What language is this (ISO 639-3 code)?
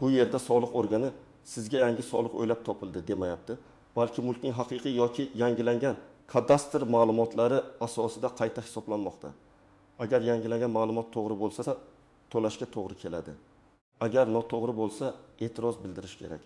uzb